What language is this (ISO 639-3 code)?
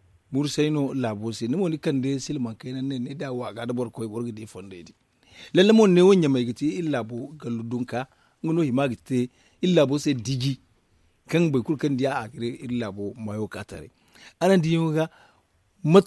dje